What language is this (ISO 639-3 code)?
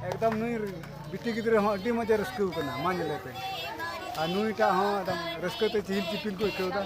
sat